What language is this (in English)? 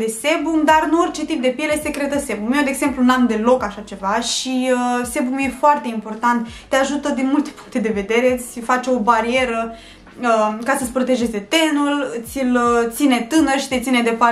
Romanian